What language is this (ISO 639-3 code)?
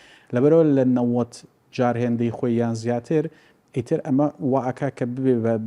ckb